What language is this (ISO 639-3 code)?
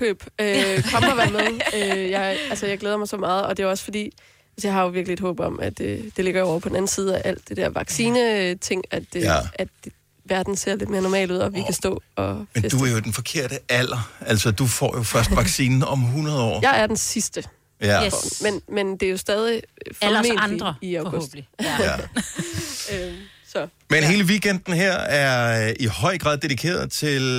dan